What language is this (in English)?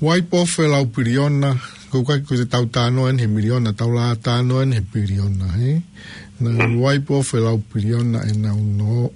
Tongan